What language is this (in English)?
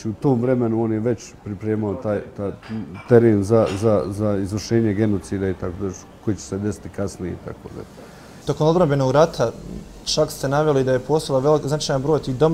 Bosnian